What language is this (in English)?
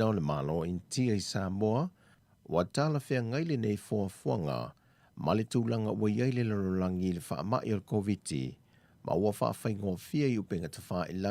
Samoan